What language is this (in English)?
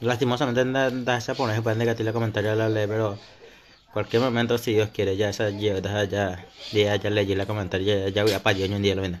Guarani